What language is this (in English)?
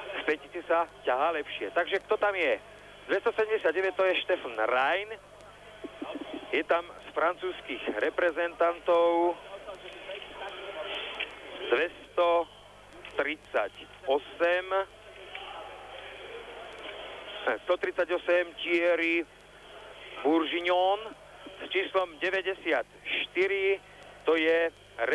Slovak